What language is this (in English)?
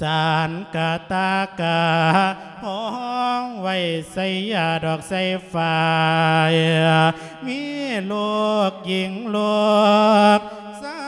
Lao